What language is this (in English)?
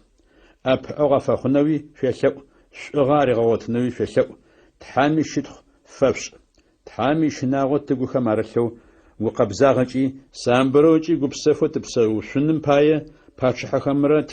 Adyghe